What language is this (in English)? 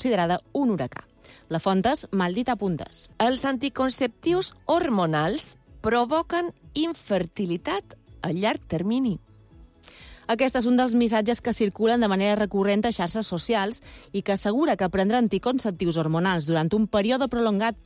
Catalan